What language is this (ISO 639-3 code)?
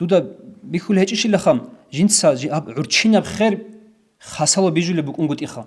ava